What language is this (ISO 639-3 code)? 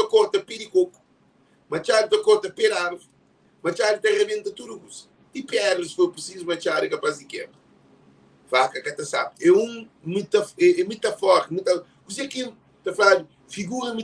kea